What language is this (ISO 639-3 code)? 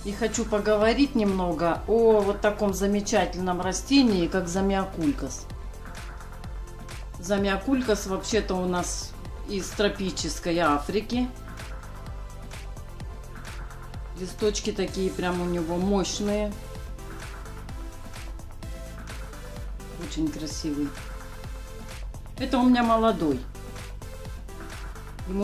rus